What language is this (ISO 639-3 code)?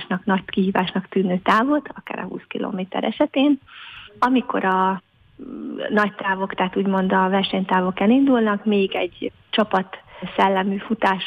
hun